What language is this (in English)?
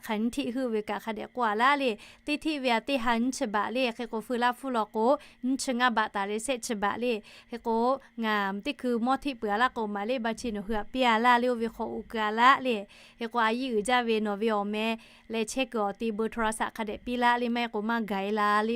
Lahu